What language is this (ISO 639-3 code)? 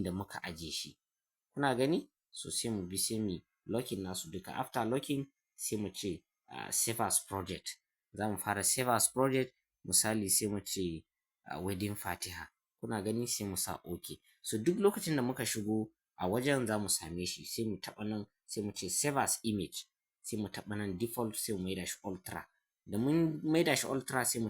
hau